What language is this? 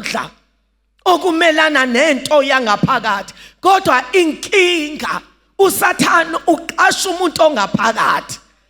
Zulu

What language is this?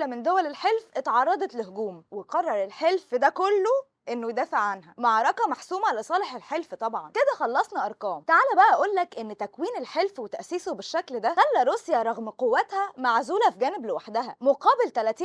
Egyptian Arabic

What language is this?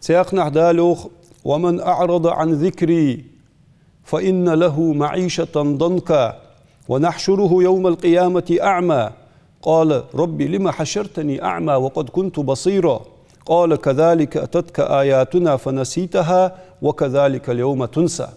Ingush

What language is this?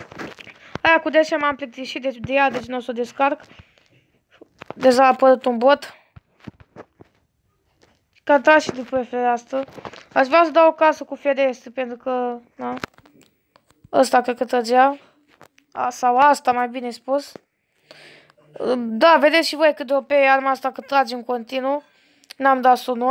Romanian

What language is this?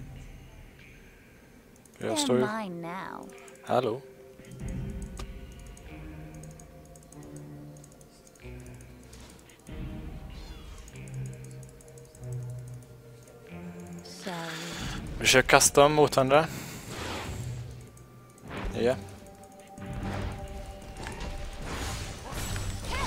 Swedish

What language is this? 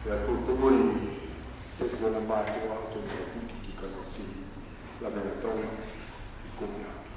Tongan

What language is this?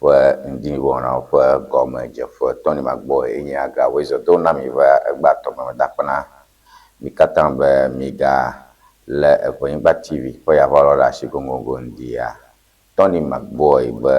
Ewe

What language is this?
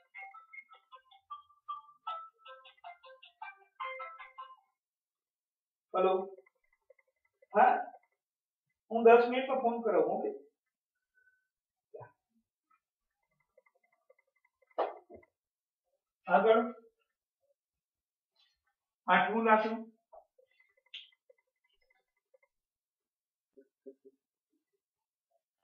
Gujarati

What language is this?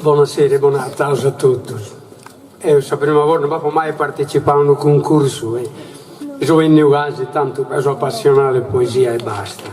Sardinian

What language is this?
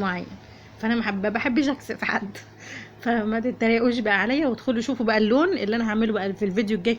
Egyptian Arabic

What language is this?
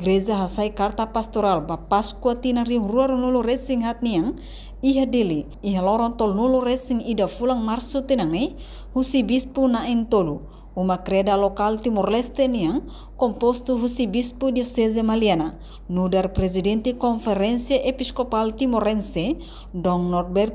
Tetum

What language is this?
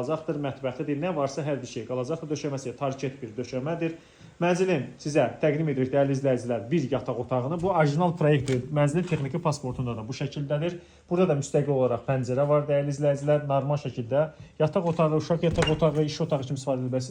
Azerbaijani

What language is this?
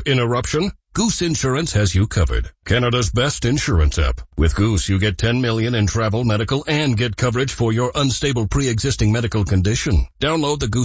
English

